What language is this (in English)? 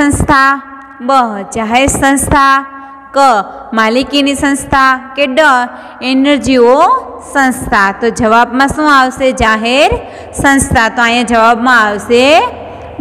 Gujarati